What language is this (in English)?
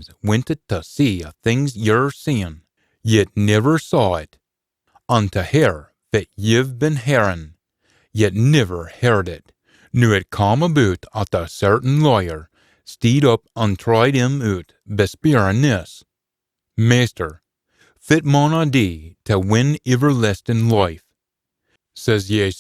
Scots